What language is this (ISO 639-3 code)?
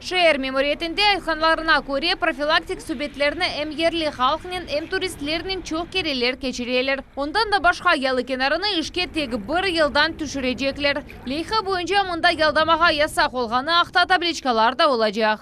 crh